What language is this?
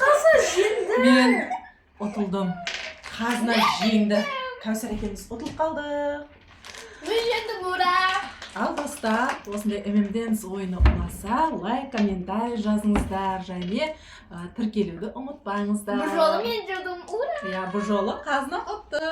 Kazakh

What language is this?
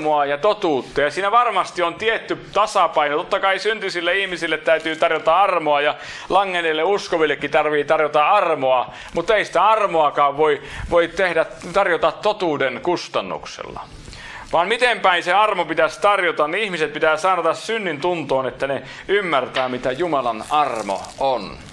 Finnish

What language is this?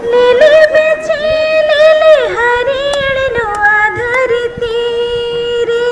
Santali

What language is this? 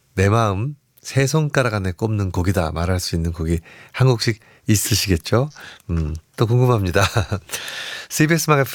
Korean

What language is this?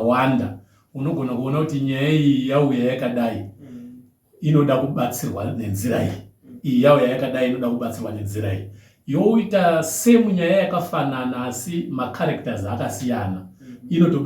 Shona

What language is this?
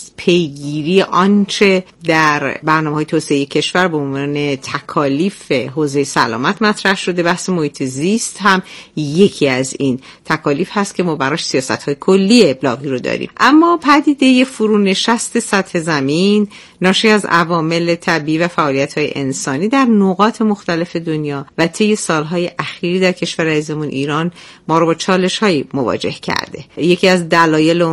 Persian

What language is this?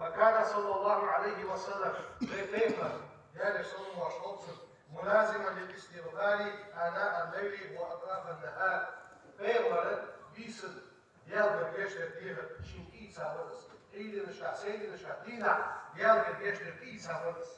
Ingush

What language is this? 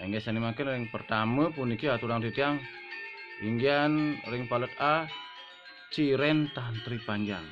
Balinese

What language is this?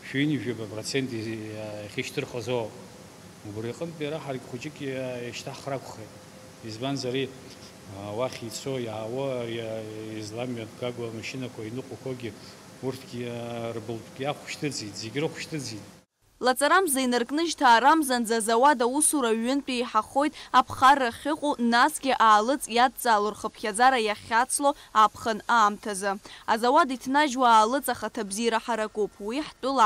Abkhazian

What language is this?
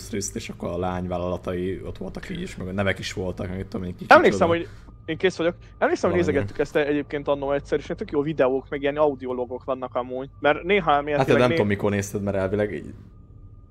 Hungarian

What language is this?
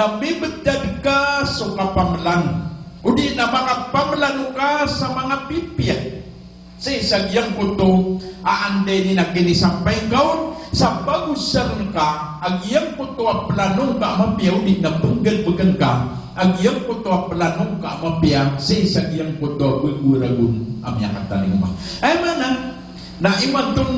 Maranao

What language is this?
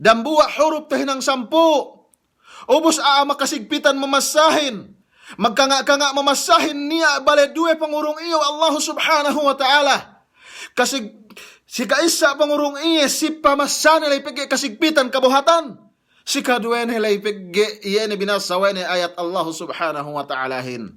Yakan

